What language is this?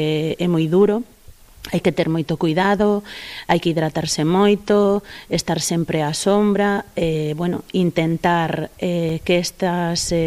Galician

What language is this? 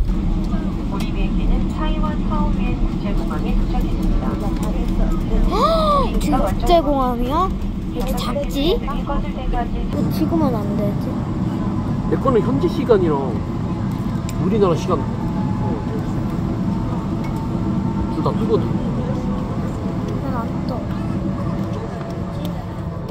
Korean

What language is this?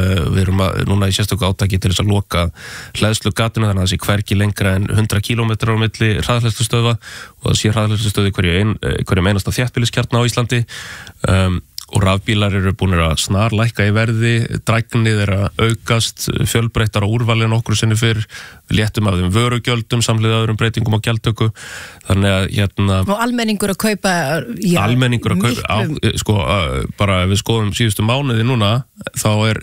Icelandic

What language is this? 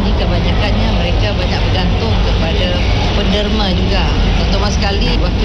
Malay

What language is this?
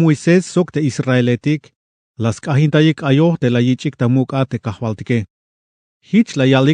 Tzeltal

